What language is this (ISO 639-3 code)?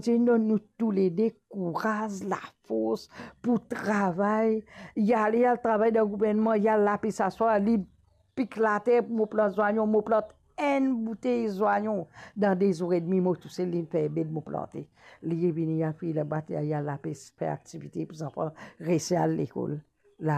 mfe